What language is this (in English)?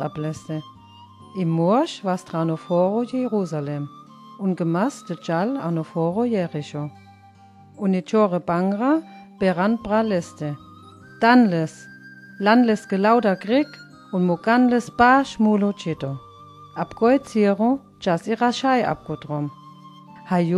Sinte Romani